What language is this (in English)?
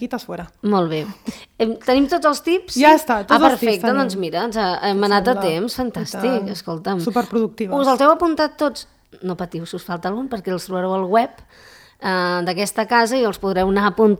Catalan